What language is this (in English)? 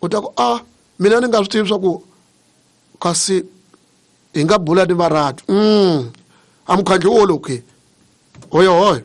Tsonga